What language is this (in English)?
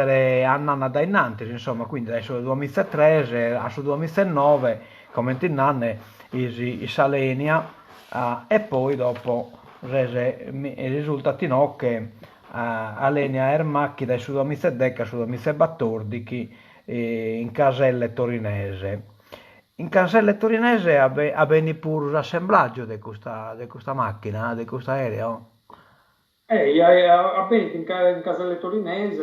Sardinian